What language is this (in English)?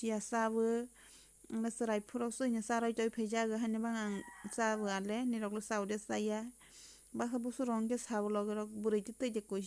Kok Borok